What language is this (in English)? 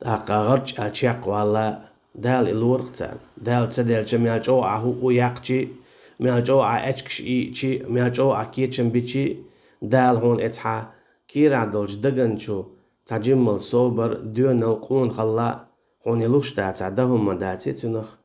Chechen